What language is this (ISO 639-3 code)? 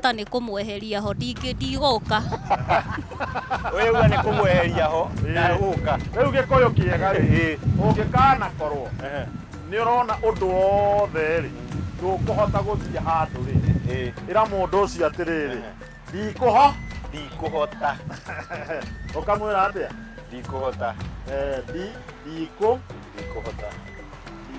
kik